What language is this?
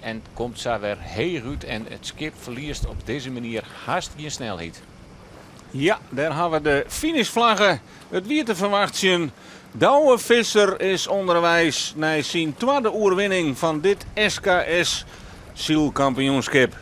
Western Frisian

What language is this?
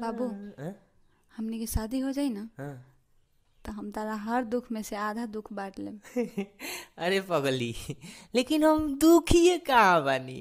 Bhojpuri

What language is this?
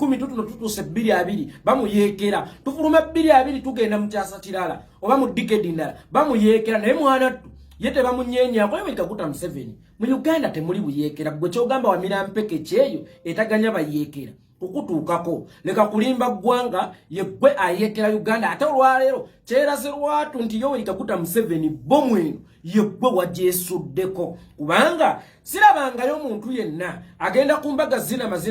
Ganda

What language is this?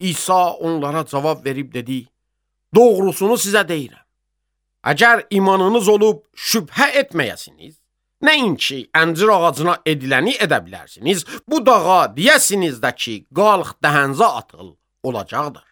Azerbaijani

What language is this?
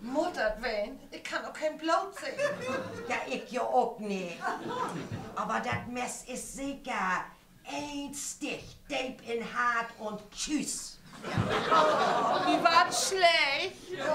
Low German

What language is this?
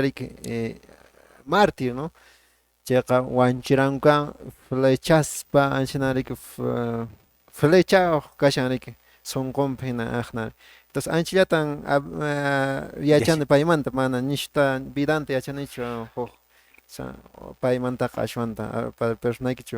Quechua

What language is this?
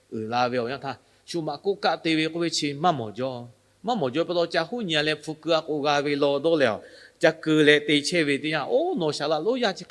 Lahu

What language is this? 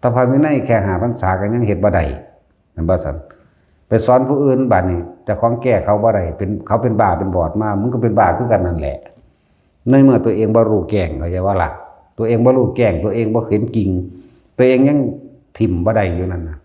Northeastern Thai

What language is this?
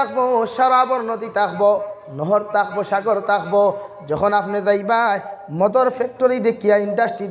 Sylheti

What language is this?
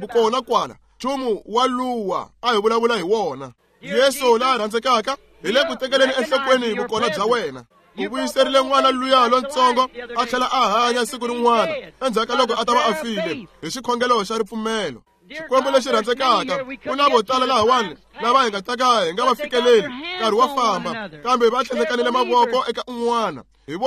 Tsonga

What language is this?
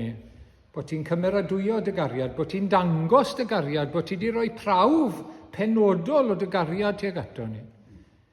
Welsh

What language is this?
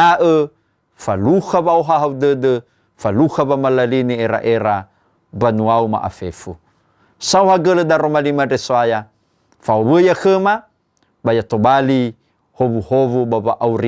Nias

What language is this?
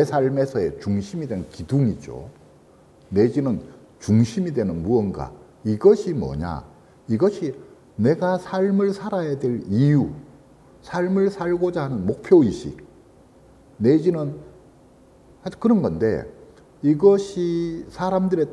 Korean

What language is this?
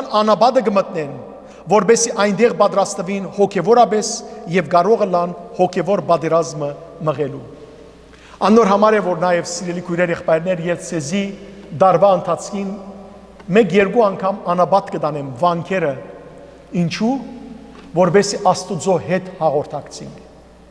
Western Armenian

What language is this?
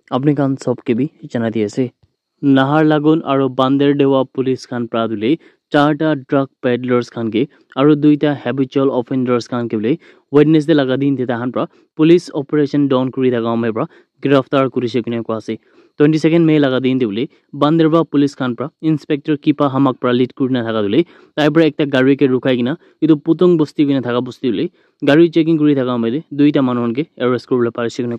Naga Pidgin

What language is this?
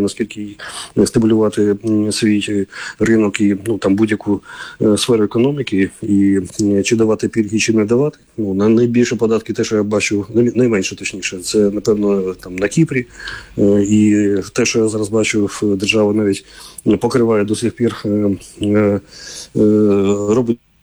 Ukrainian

